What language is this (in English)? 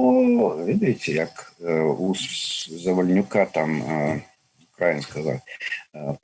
Belarusian